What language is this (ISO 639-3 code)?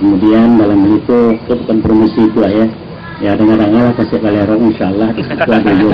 min